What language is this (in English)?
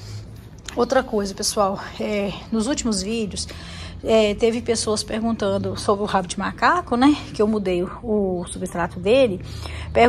Portuguese